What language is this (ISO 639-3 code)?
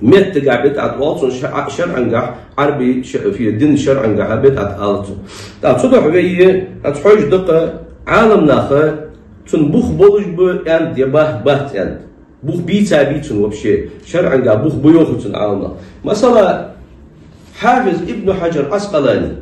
inh